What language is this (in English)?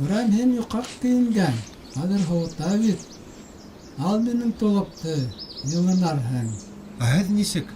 Bashkir